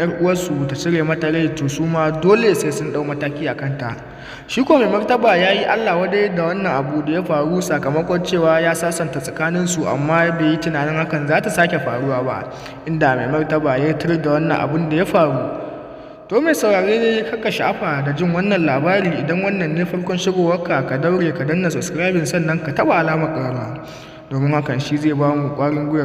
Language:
Hausa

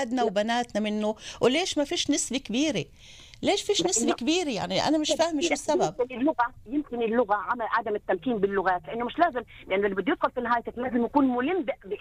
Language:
North Levantine Arabic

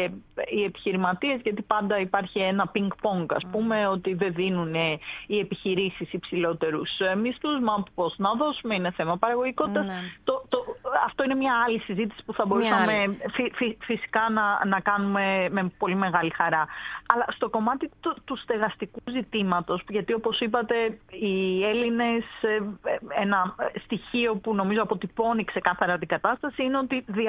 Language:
Greek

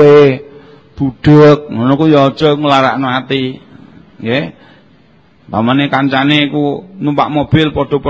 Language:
Javanese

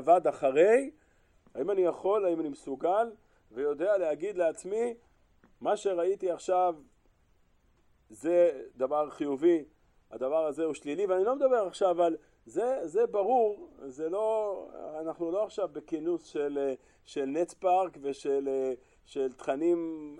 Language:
Hebrew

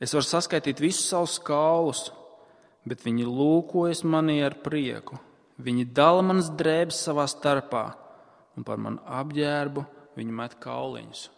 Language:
Latvian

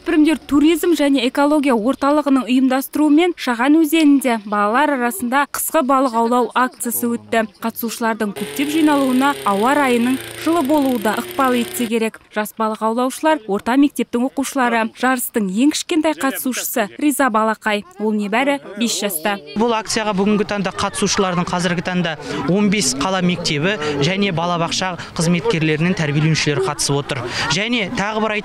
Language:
Kazakh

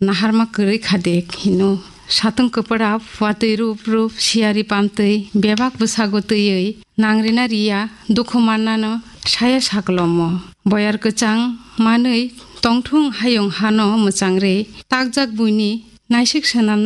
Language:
Kok Borok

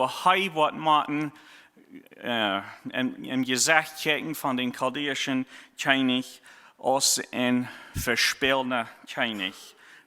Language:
Plautdietsch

